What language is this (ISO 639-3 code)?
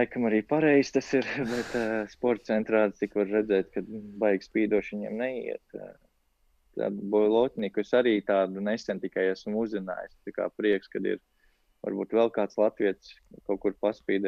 lav